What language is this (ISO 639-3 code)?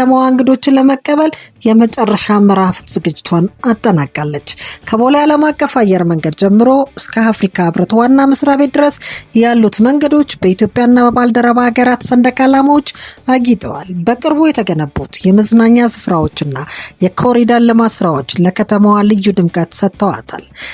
amh